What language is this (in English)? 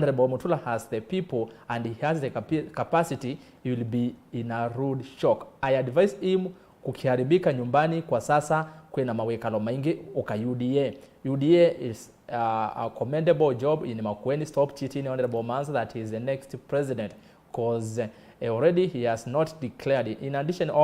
Kamba